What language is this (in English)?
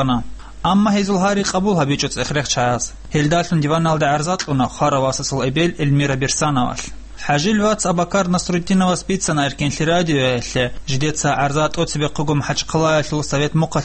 Avaric